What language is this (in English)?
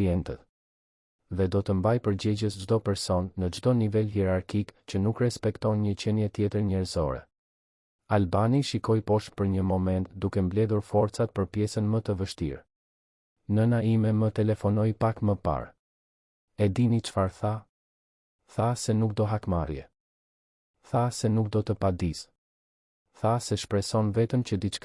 Albanian